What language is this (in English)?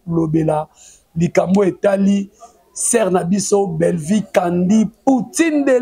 Lingala